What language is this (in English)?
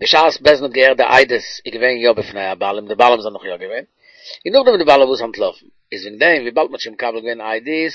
Yiddish